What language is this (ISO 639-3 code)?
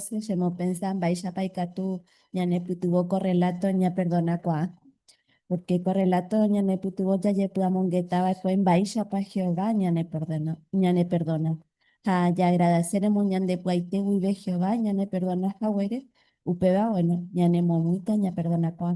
grn